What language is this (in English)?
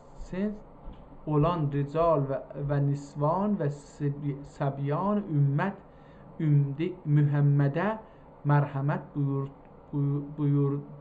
South Azerbaijani